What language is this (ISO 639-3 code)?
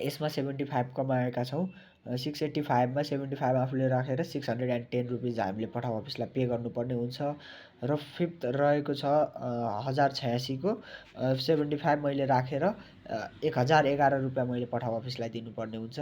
nep